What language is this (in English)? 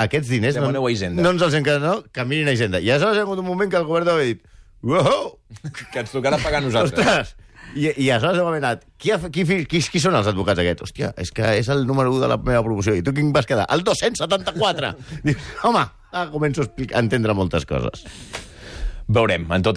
Catalan